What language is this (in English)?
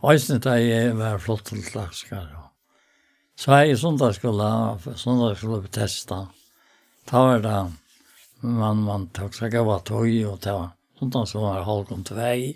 Faroese